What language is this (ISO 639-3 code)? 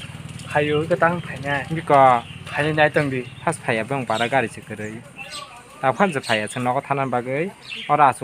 trp